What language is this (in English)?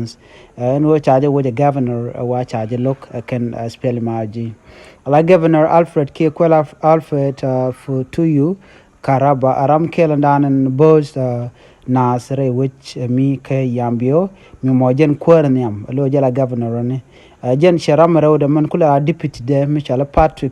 Nuer